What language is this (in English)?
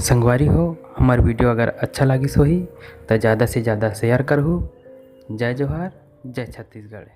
Chhattisgarhi